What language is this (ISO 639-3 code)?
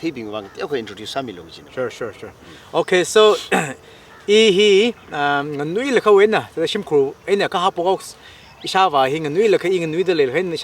nmf